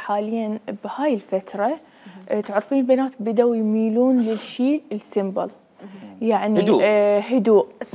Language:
Mesopotamian Arabic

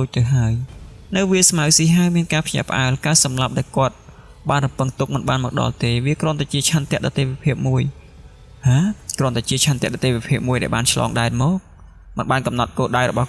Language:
Khmer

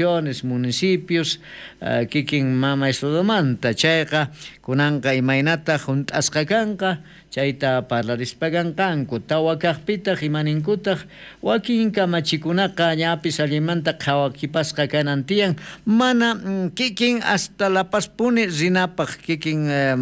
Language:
South Bolivian Quechua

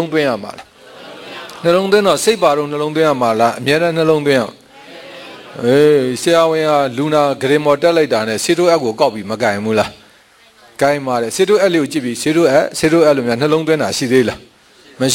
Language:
Burmese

